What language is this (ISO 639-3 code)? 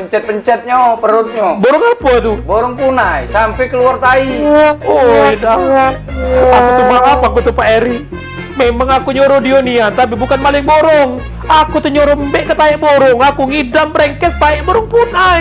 mui